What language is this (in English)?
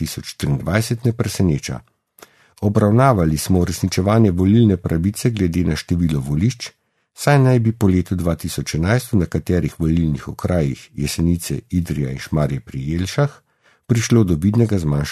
Slovenian